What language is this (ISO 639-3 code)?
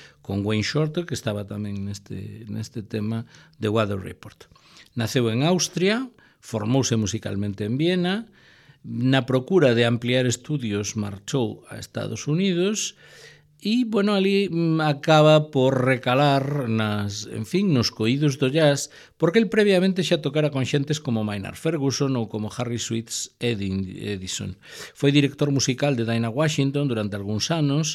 glg